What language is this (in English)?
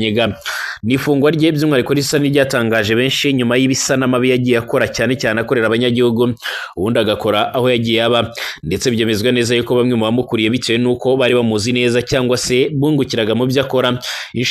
Kinyarwanda